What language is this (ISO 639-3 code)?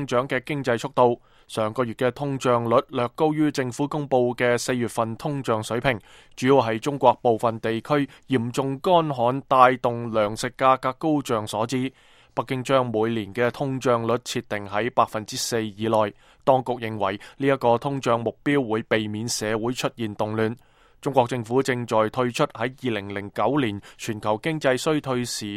yue